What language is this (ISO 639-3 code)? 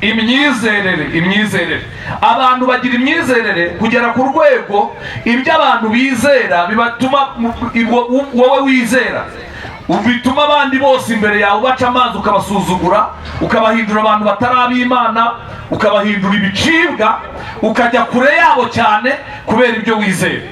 kin